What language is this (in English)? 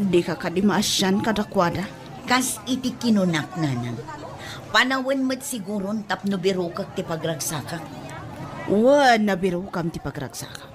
Iloko